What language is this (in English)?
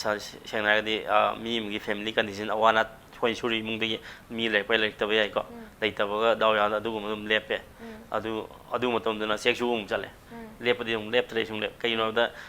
Manipuri